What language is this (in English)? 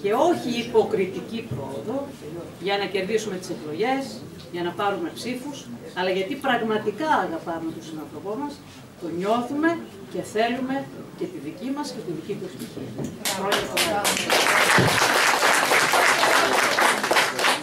Greek